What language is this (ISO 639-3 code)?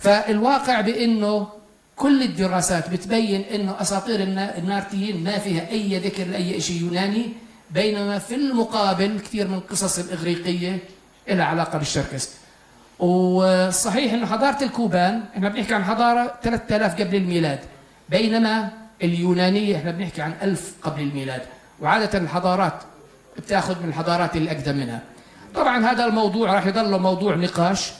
apc